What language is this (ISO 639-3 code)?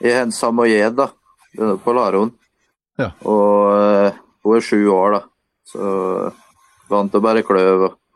nor